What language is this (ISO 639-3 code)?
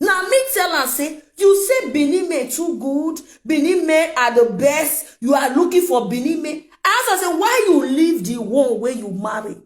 pcm